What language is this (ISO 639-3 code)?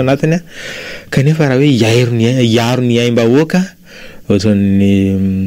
mlg